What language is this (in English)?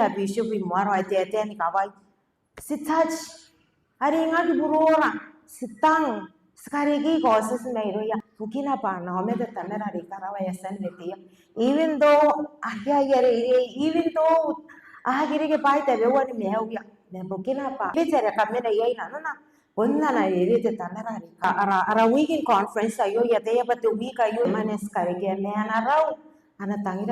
Gilbertese